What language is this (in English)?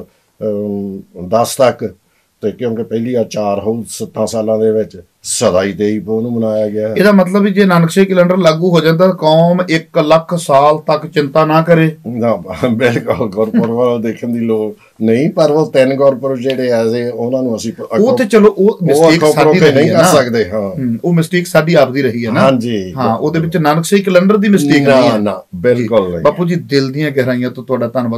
Punjabi